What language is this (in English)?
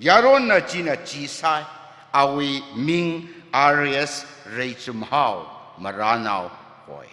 Tangkhul Naga (India)